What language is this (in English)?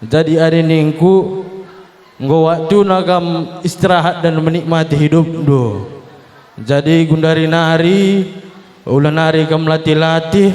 Batak Karo